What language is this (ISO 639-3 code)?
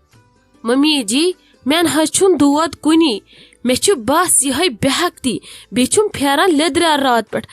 kas